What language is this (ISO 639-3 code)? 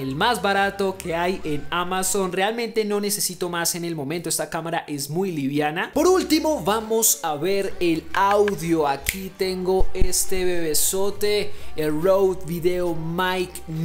spa